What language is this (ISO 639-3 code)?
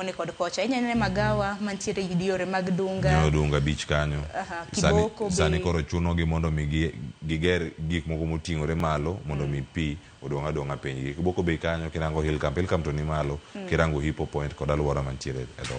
luo